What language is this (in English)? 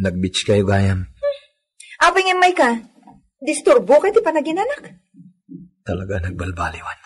Iloko